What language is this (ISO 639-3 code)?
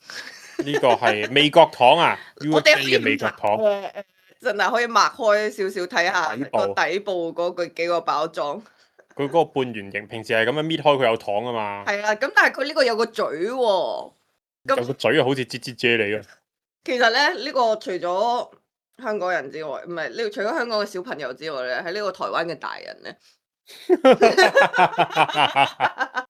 yue